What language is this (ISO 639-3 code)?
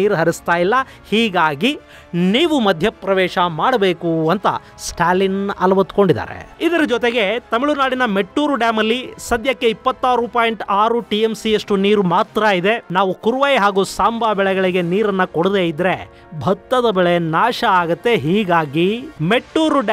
kan